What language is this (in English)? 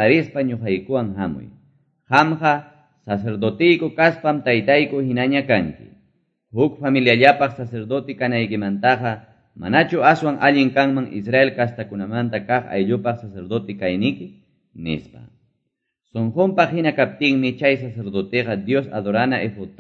Quechua